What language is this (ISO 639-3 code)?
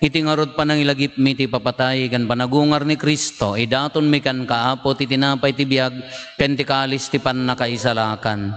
ilo